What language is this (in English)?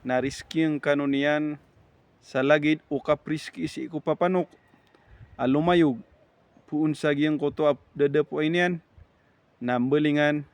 Maranao